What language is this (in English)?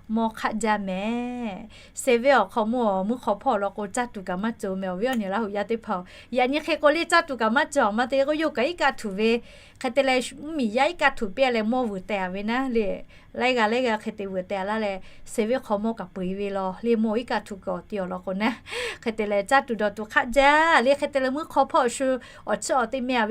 Lahu